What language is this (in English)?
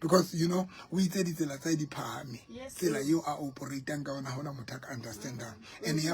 Southern Sotho